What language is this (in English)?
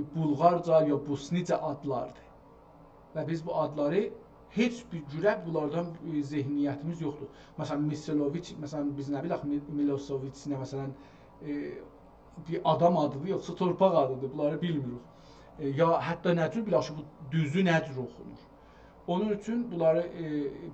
South Azerbaijani